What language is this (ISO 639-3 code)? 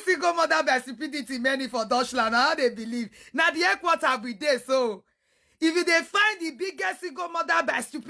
pcm